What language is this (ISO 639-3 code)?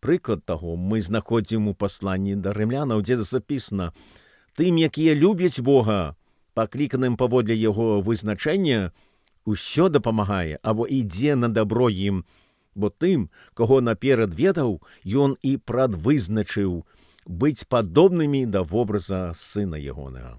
bel